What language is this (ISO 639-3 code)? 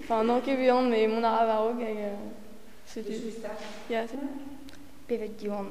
bre